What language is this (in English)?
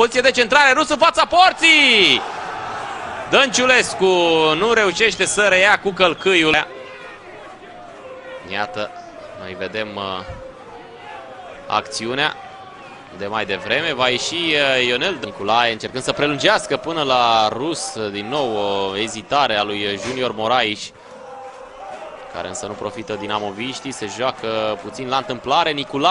Romanian